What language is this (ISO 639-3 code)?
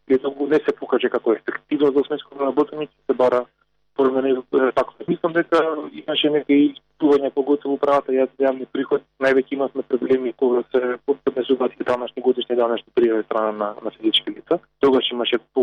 mkd